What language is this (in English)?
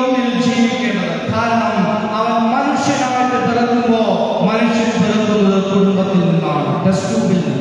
Malayalam